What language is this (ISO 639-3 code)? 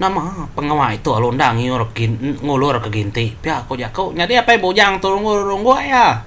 iba